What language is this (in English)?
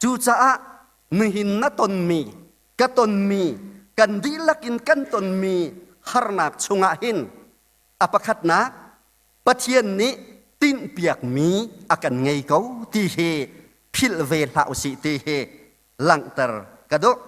Hakha Chin